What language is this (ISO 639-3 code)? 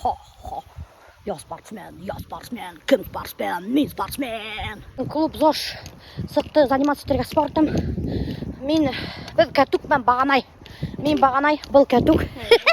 bak